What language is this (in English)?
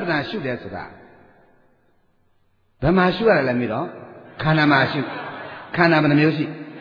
Burmese